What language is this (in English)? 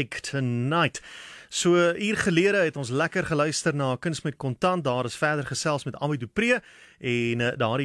Afrikaans